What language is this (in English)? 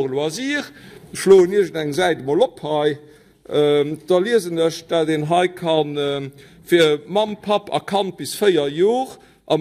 Luxembourgish